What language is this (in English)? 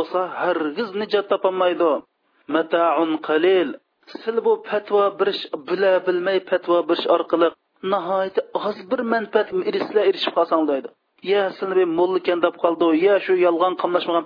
Uyghur